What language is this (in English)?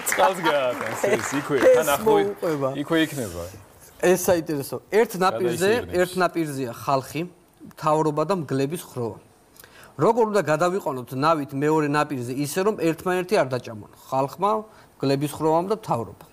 Georgian